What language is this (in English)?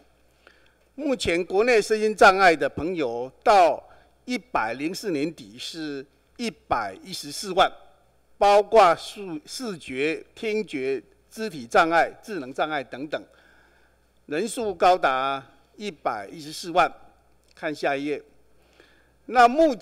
Chinese